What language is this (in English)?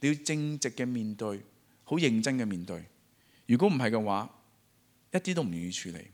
Cantonese